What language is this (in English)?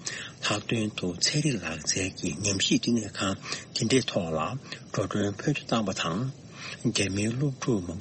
Tibetan